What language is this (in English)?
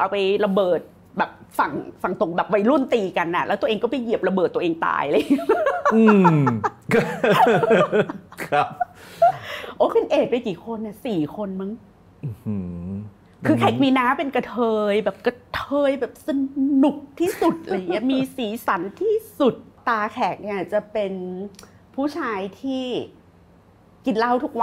Thai